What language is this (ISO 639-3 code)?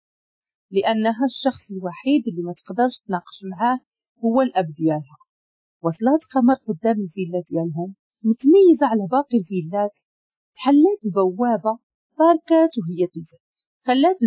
ary